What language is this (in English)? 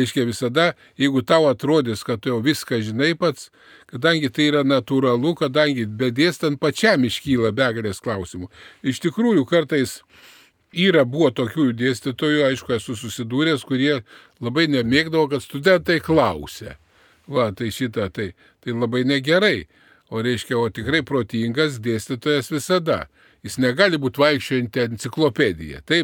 Lithuanian